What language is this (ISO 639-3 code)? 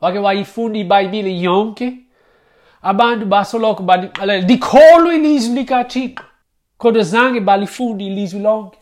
xho